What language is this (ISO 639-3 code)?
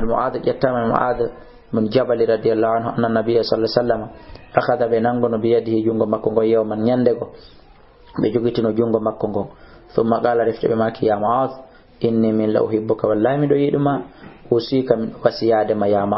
ful